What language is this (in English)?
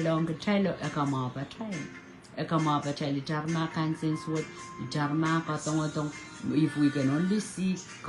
Pohnpeian